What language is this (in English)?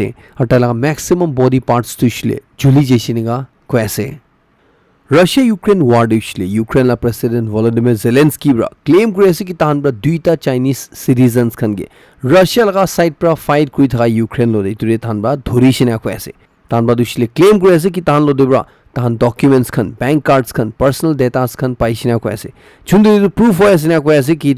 Naga Pidgin